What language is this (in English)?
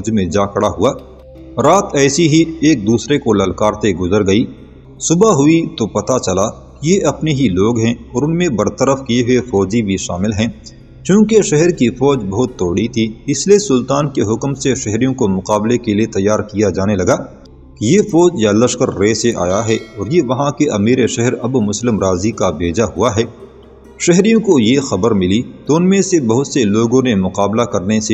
Urdu